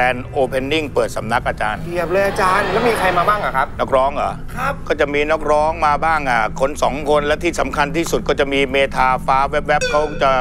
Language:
Thai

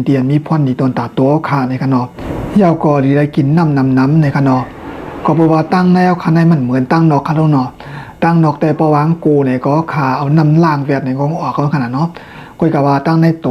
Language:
Shan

